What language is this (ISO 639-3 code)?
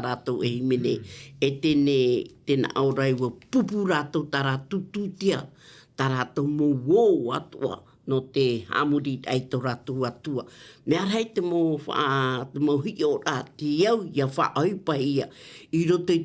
tah